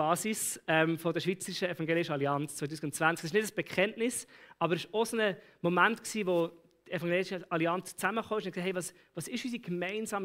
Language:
Swiss German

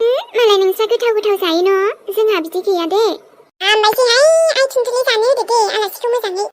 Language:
Bodo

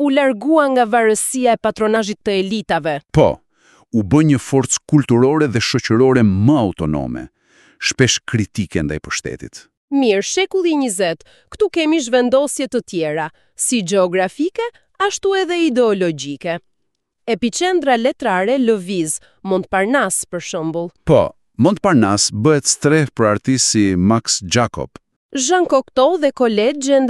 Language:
Albanian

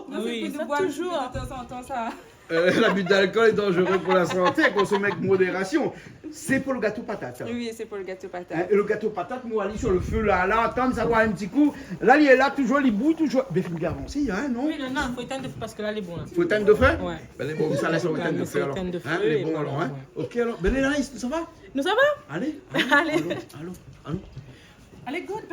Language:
Réunion Creole French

